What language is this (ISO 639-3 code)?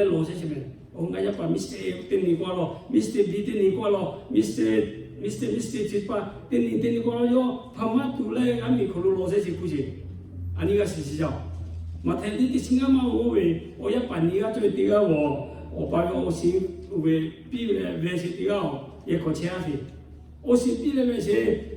lhu